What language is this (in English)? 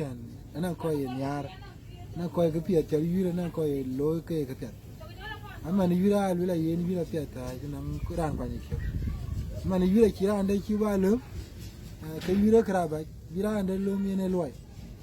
Dinka